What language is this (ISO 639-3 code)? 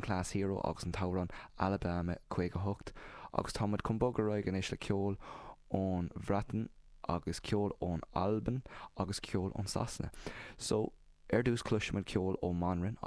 gle